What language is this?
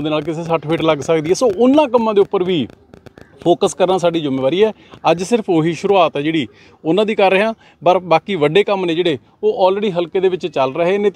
Punjabi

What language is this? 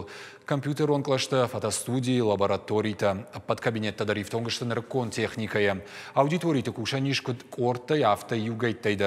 Ossetic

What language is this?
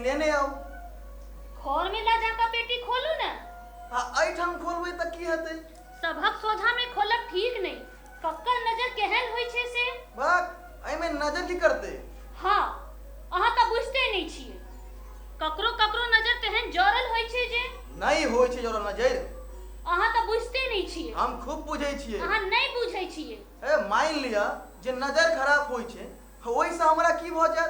Maithili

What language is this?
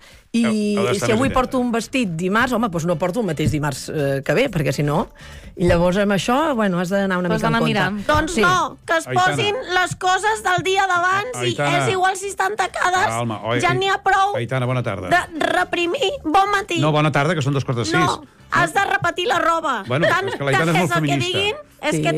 Catalan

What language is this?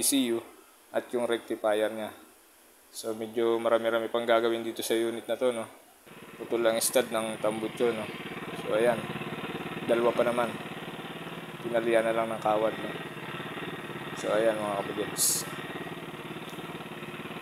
Filipino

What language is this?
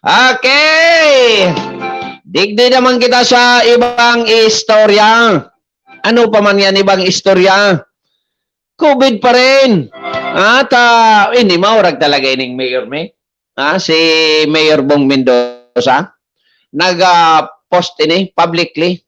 Bikol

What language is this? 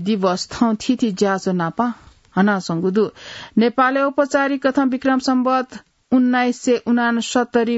Newari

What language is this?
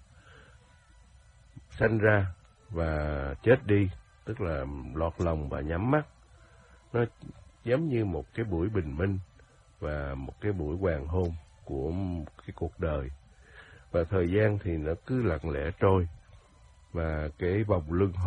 Vietnamese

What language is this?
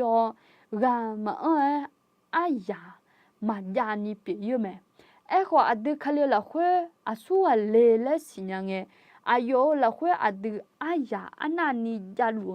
Akha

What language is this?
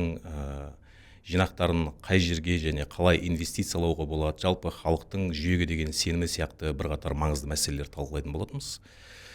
Kazakh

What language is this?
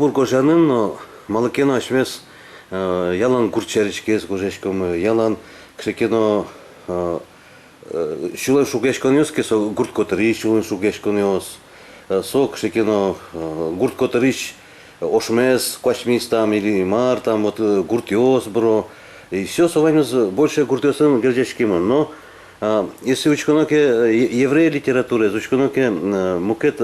Udmurt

